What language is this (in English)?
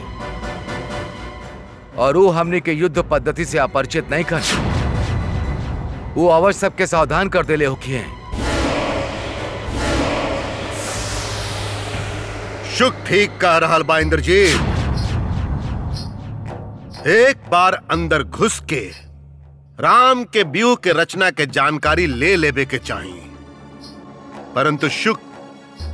Bhojpuri